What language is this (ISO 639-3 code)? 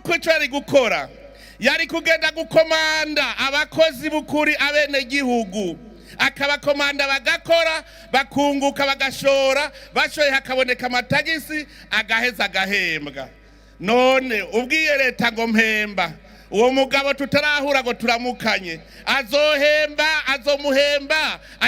run